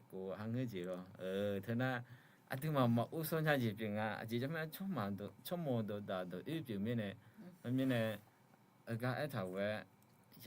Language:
Akha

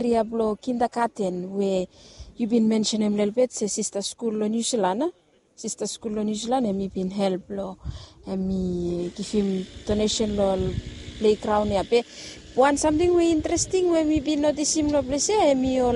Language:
Bislama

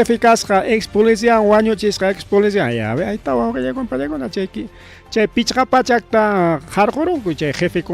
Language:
Ayacucho Quechua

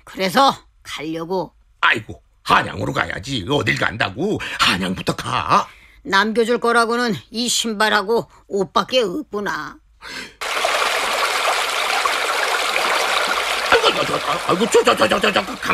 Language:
Korean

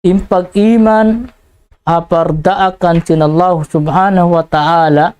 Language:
Tausug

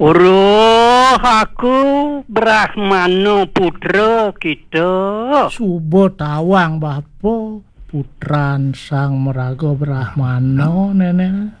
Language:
Balinese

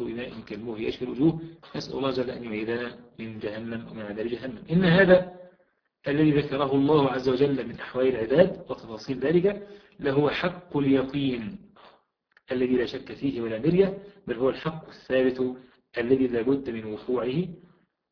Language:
Arabic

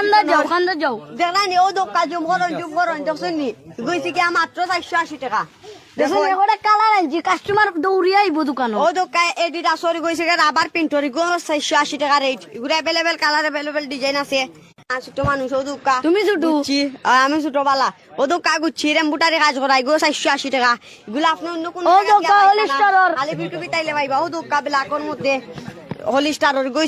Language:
Sylheti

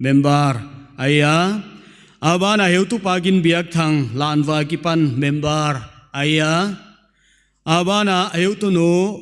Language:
Paite Chin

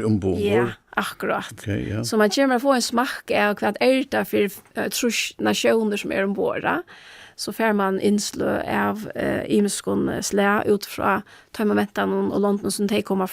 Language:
Faroese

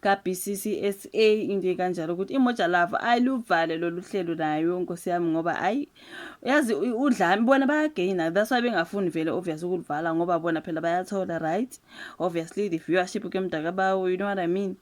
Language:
Zulu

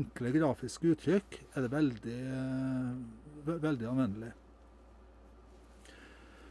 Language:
Norwegian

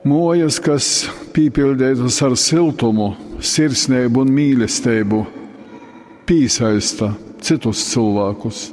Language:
Latgalian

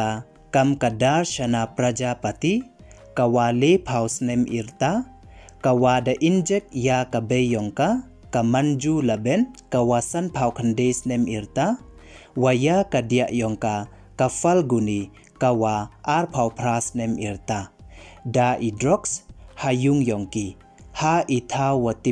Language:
Pnar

